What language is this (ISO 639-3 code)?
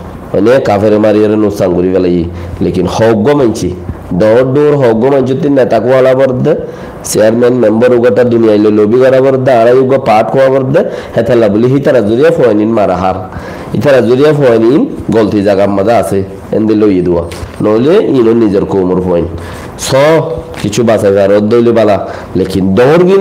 rhg